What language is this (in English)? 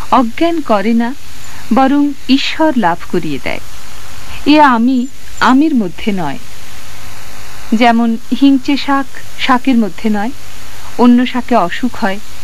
Bangla